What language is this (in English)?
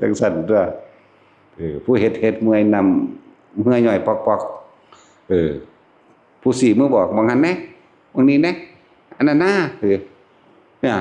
Northeastern Thai